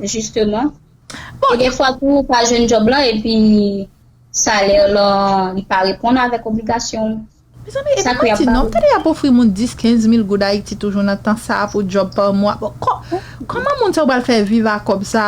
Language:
Haitian Creole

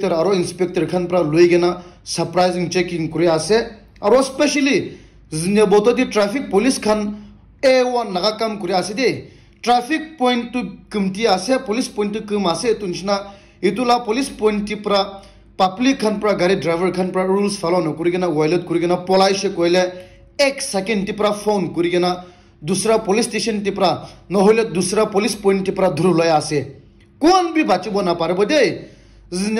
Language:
Naga Pidgin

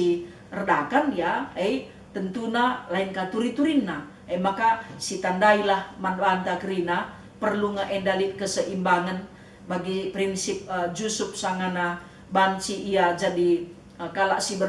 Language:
Batak Karo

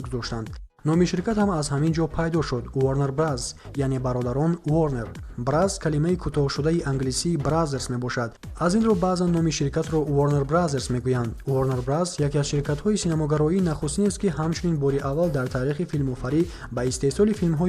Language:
Tajik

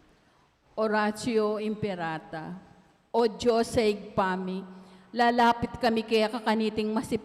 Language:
Pampanga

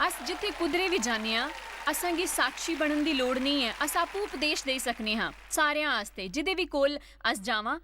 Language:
Dogri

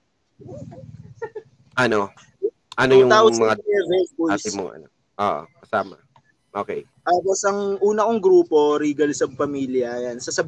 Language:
Filipino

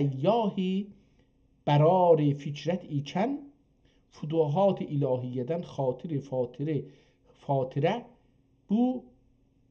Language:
South Azerbaijani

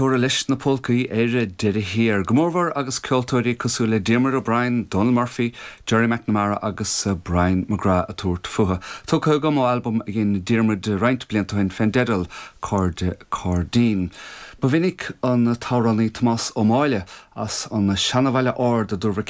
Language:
Irish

